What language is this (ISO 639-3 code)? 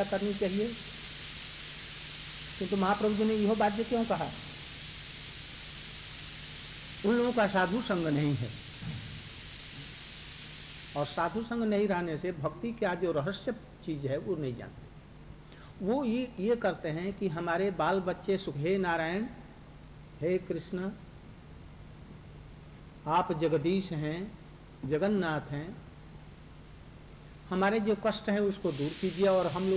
hin